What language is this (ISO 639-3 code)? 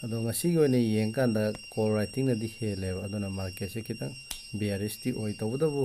mni